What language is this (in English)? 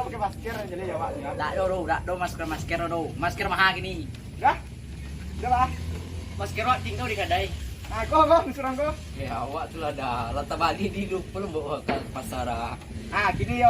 Minangkabau